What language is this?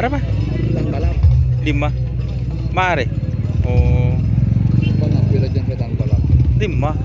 Madurese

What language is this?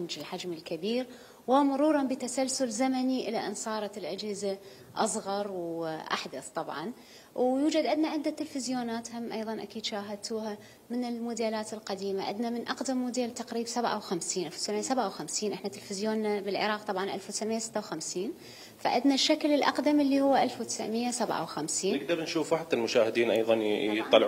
Mesopotamian Arabic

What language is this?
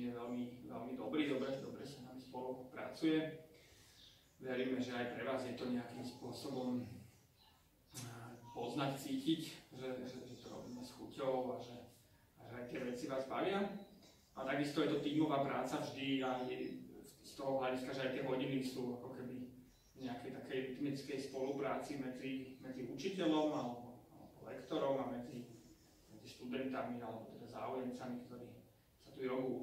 Slovak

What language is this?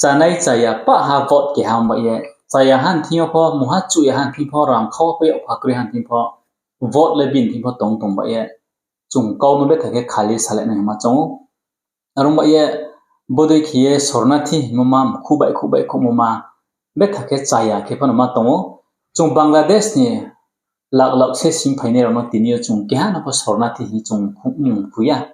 Riang (India)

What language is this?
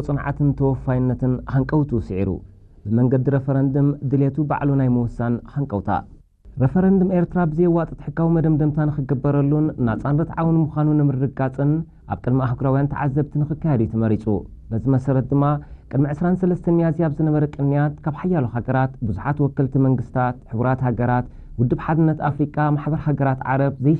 Tigrinya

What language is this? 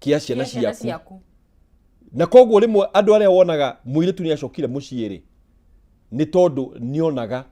Kikuyu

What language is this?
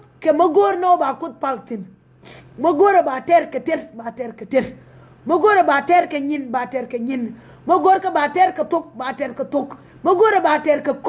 Nuer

